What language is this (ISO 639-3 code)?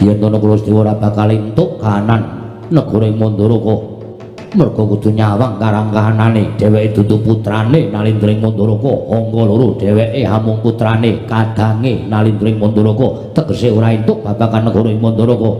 jav